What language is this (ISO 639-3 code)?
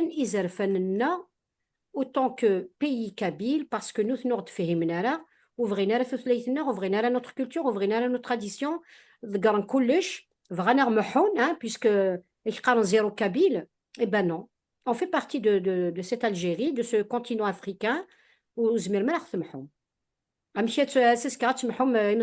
kab